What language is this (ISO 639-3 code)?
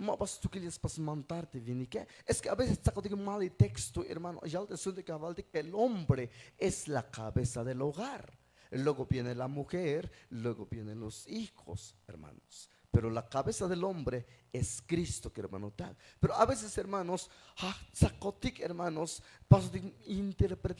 tzh